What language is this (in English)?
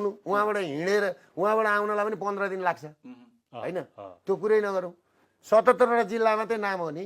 Nepali